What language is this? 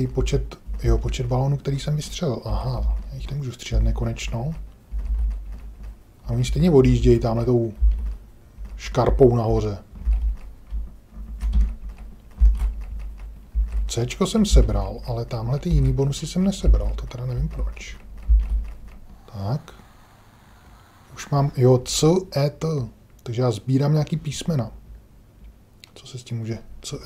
Czech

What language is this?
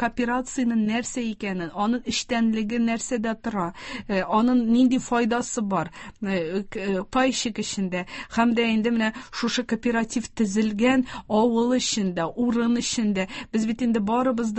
Tatar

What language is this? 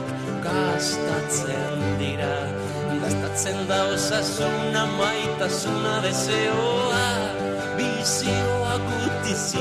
Basque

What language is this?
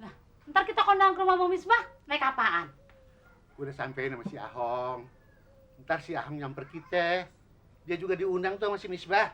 Betawi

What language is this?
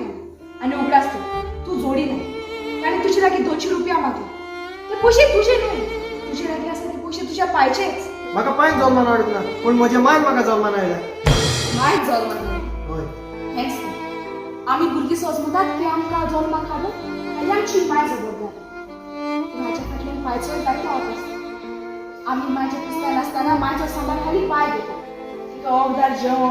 Konkani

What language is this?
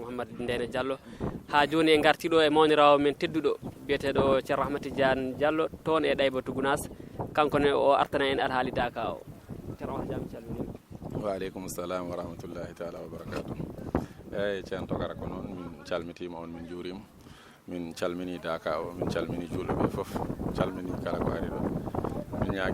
Fula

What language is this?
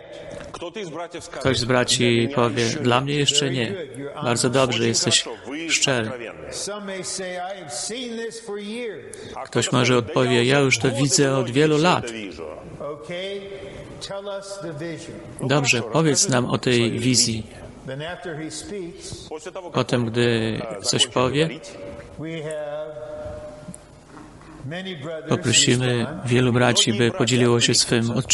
Polish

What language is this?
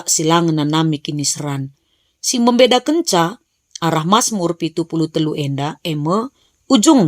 Batak Karo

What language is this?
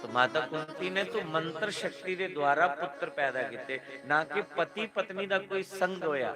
Dogri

